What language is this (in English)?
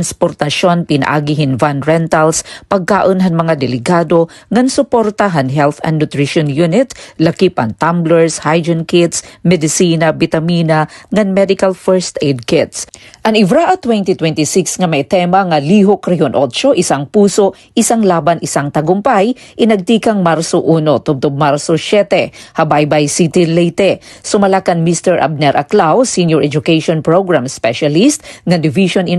Waray